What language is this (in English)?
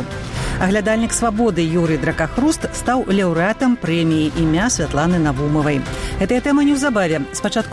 Belarusian